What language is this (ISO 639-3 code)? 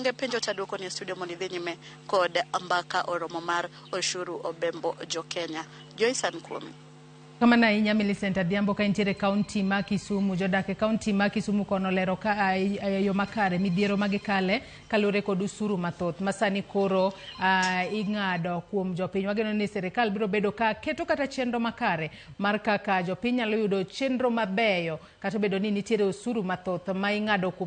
luo